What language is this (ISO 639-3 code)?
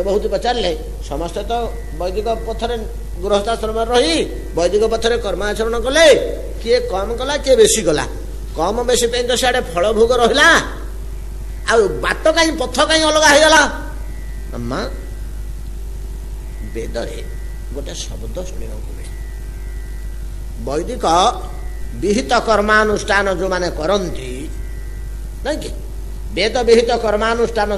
ori